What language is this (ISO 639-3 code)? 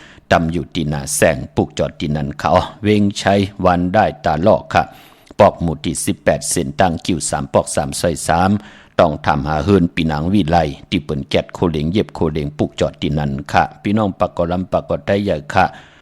shn